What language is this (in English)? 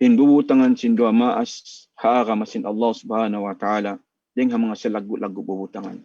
Tausug